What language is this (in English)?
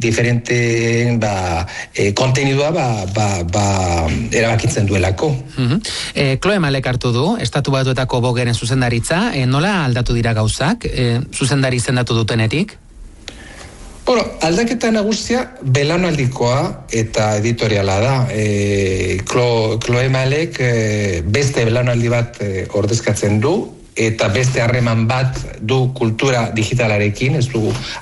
Basque